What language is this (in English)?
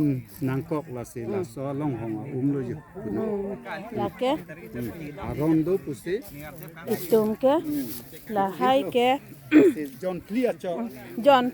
Karbi